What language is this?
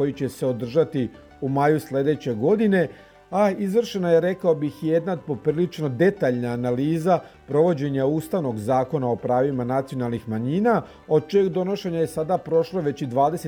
Serbian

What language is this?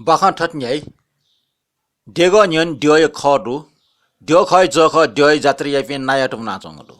Newari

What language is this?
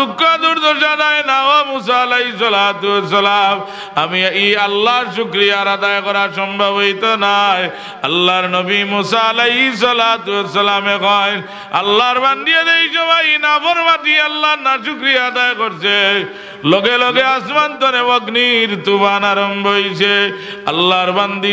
Sylheti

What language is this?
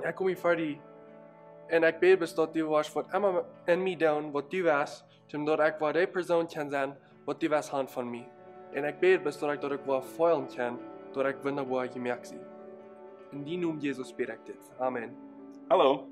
Plautdietsch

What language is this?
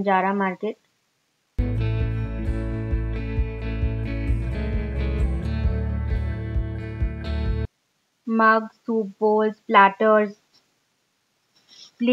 Hindi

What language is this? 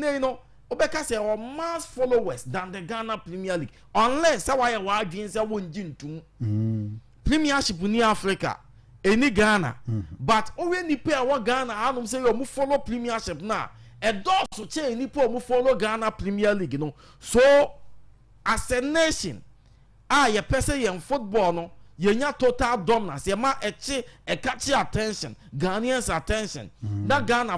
Akan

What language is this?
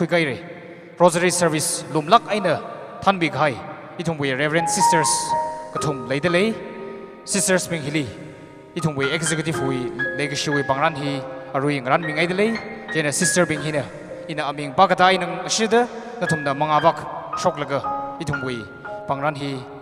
Tangkhul Naga (India)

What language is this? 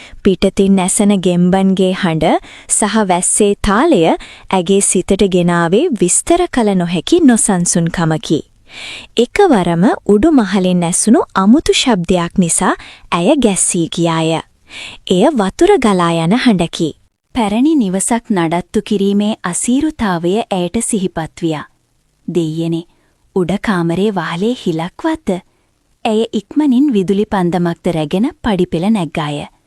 Sinhala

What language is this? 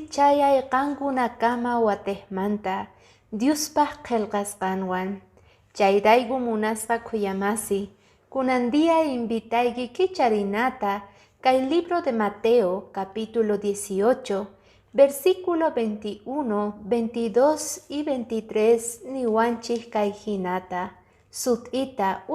Quechua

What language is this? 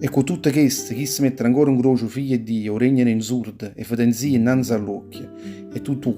Neapolitan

